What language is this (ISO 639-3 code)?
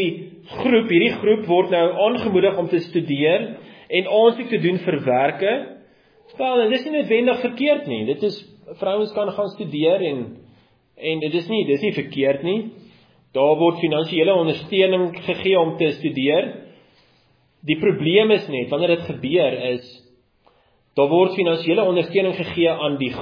afr